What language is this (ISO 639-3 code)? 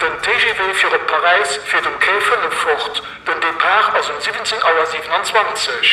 ltz